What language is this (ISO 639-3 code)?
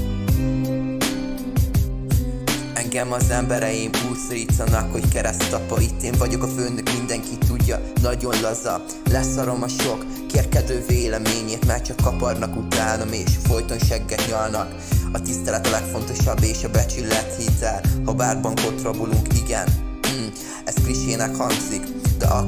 hun